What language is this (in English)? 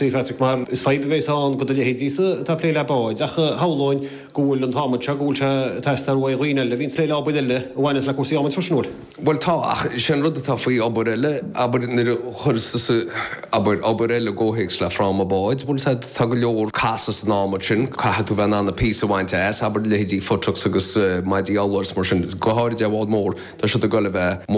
Irish